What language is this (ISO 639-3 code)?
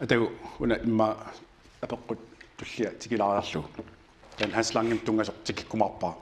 kal